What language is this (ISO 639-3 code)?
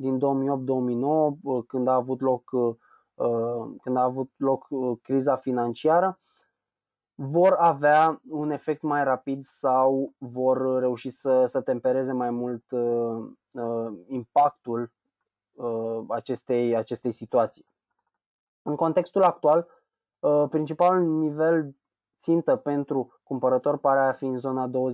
ron